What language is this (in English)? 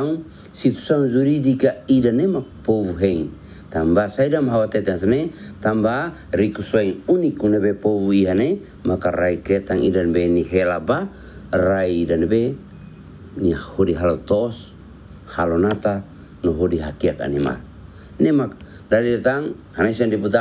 Tetum